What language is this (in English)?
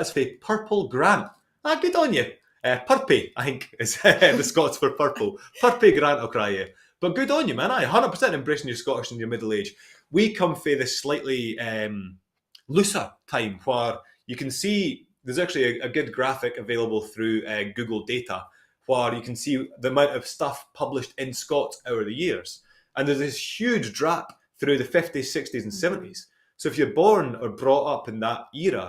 Scots